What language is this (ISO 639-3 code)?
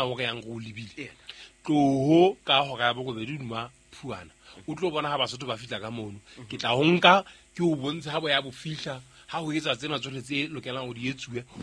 sot